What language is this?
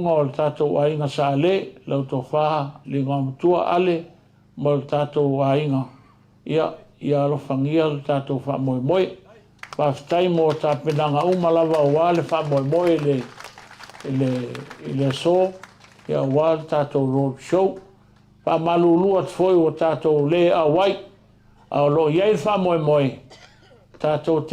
Samoan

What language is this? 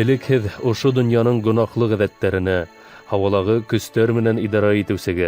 Bashkir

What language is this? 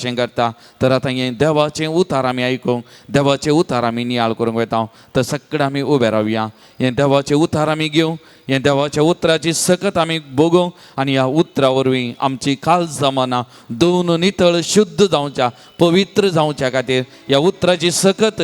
Konkani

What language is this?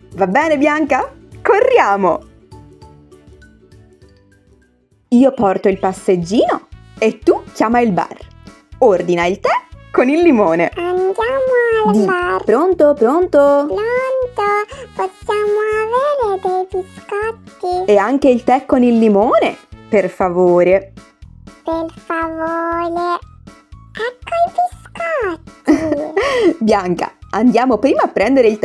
Italian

